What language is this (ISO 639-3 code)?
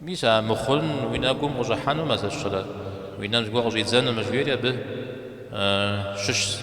kbd